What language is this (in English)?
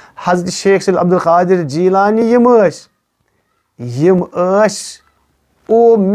Kashmiri